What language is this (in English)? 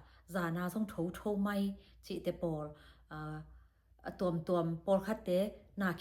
Tedim Chin